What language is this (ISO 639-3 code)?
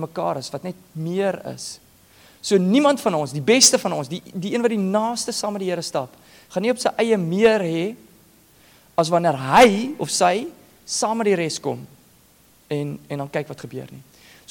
afr